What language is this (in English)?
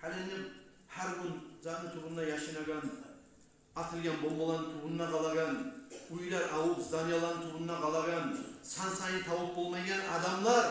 Kumyk